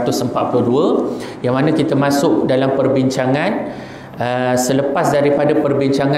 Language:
Malay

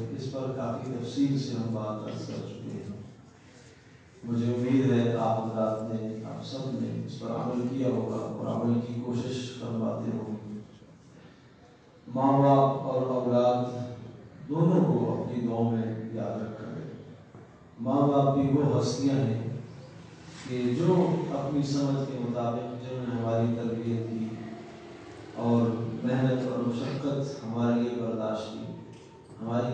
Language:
Urdu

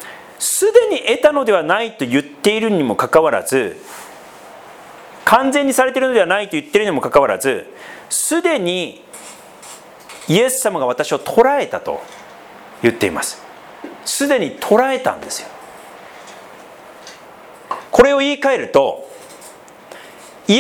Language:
Japanese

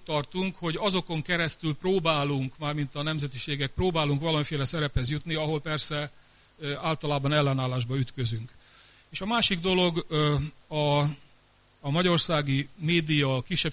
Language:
Hungarian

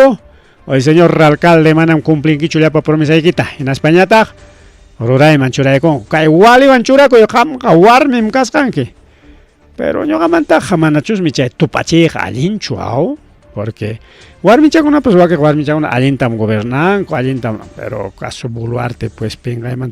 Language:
Ayacucho Quechua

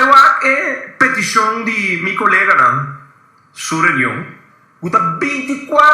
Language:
Papiamento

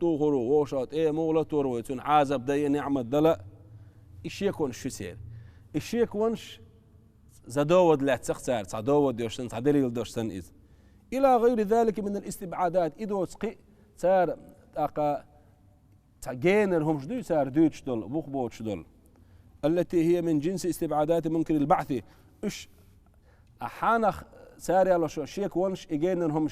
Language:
Chechen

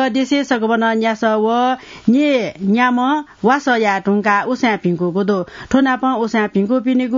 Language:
Newari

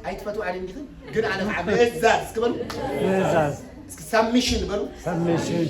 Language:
Tigrinya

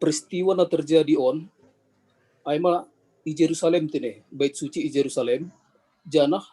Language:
Batak Simalungun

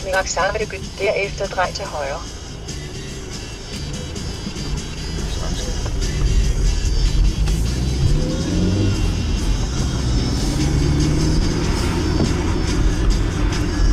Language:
Danish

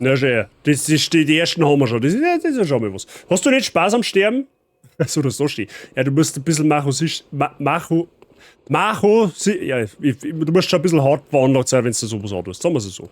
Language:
Bavarian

